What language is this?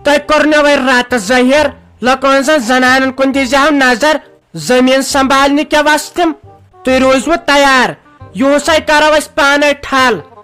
Kashmiri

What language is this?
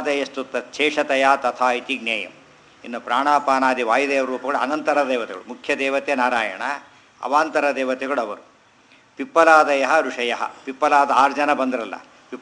Kannada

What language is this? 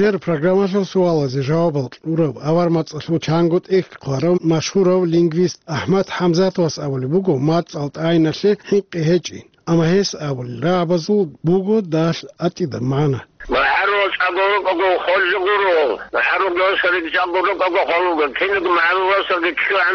Avaric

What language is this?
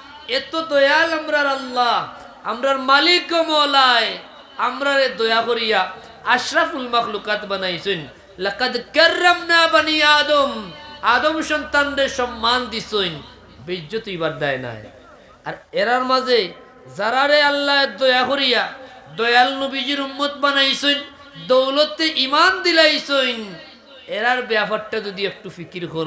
Sylheti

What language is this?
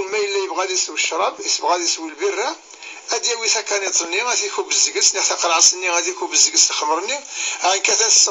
Kabyle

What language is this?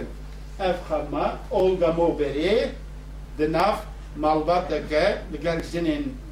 Kurdish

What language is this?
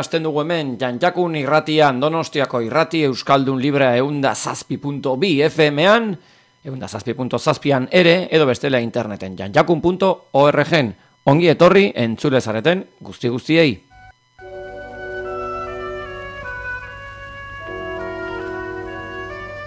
Basque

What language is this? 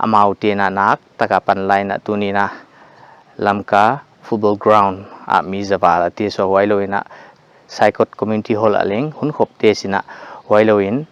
Paite Chin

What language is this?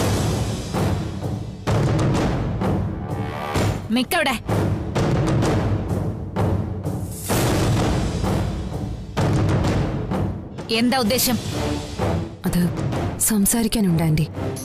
Malayalam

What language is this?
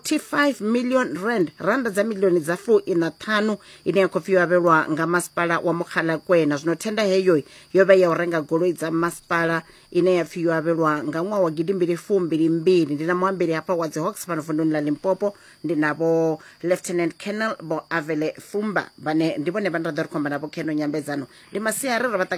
Venda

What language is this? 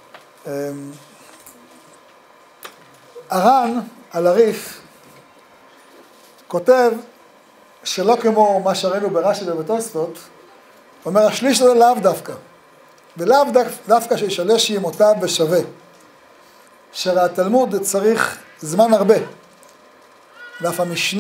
Hebrew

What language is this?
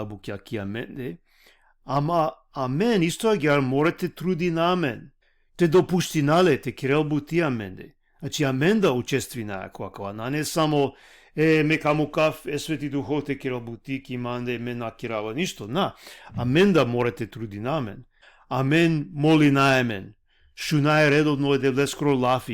Balkan Romani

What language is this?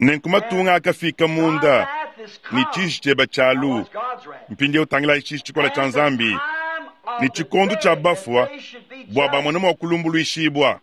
Luba-Lulua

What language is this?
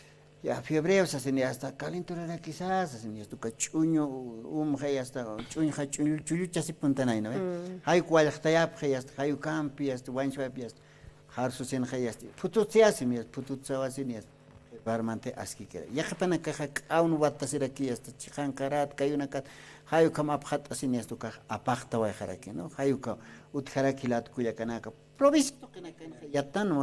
Aymara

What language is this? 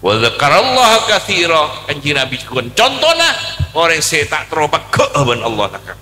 Madurese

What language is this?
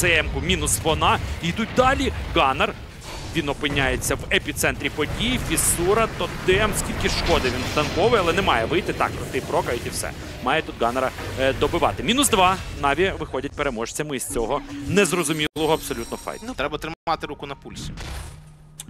Ukrainian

